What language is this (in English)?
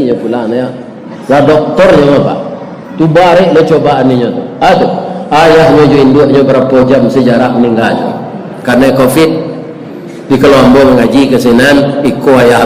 Minangkabau